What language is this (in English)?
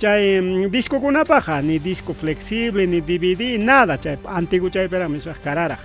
Ayacucho Quechua